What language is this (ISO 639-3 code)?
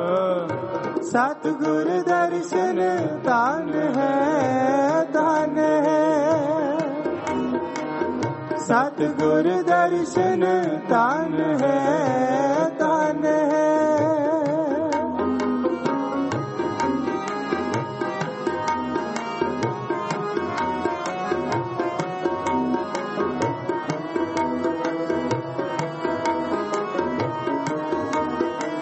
pan